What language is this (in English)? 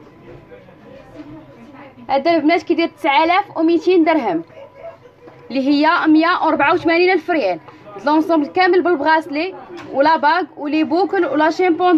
Moroccan Arabic